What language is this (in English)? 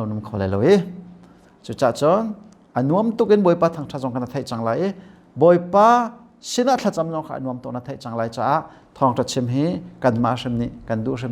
Hakha Chin